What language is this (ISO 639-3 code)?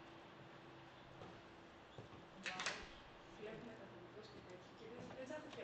ell